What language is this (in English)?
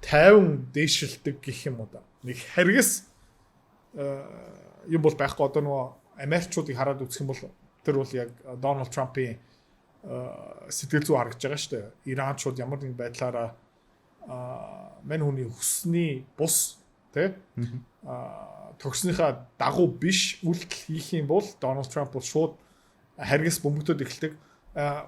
Mongolian